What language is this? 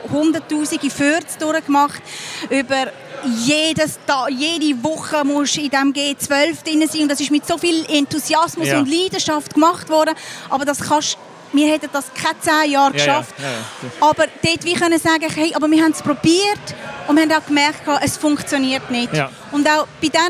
Swiss German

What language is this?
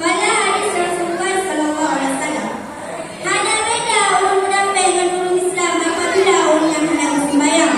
Achinese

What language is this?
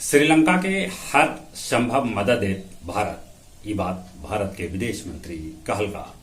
Magahi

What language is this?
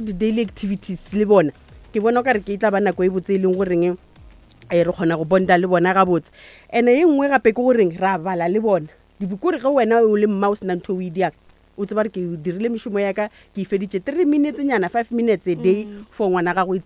Northern Sotho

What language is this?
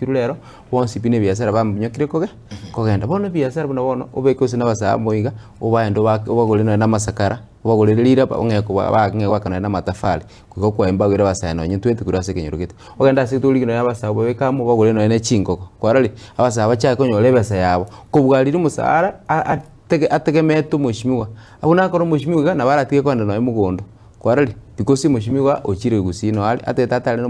Gusii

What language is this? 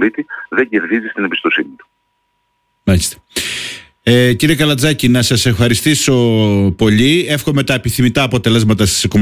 Greek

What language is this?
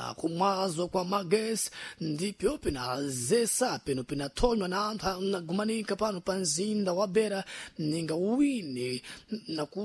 Sena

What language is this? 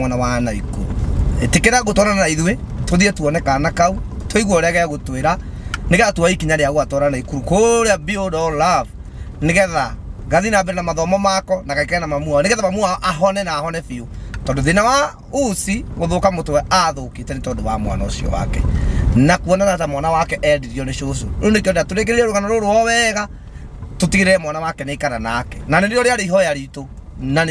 Kikuyu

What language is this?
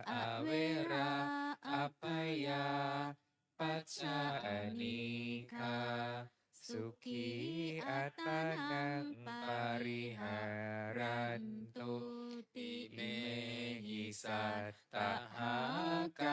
Pali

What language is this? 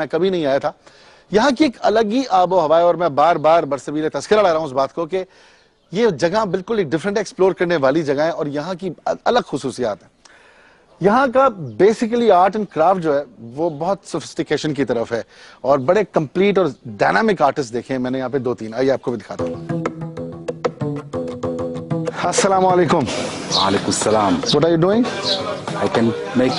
Urdu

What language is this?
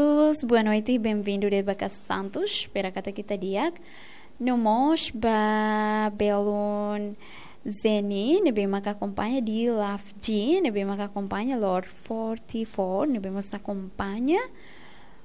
Tetum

